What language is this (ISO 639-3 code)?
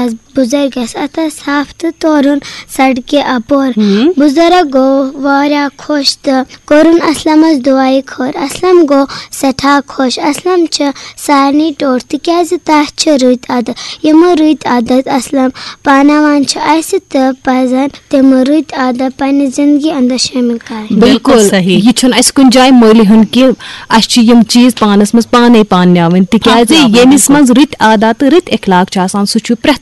kas